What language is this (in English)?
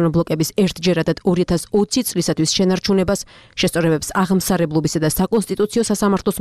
Georgian